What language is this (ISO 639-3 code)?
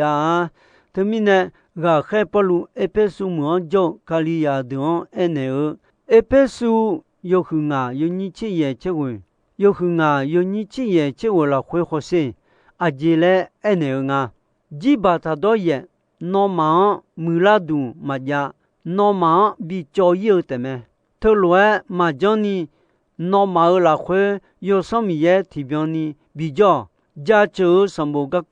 ahk